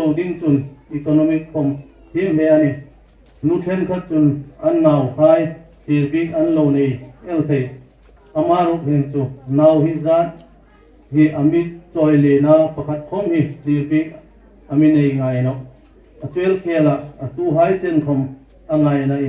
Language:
Hmar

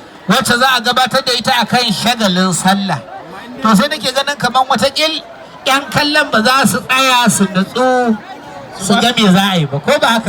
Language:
Hausa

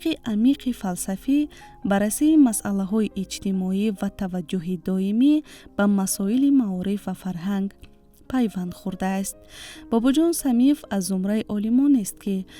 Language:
Tajik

